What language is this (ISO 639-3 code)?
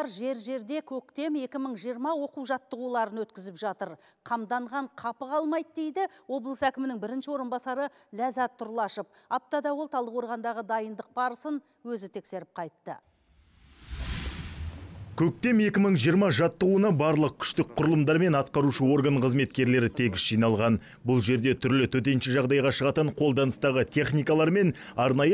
kaz